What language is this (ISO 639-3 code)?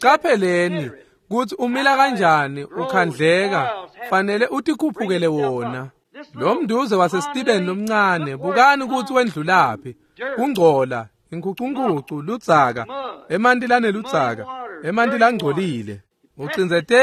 ssw